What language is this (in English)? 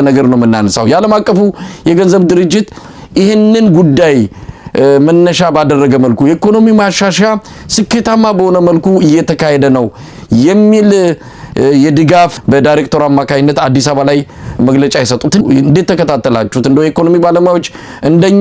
Amharic